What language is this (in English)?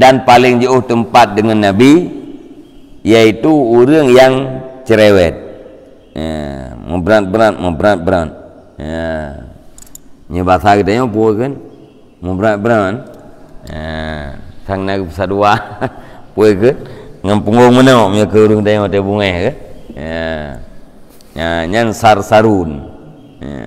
Achinese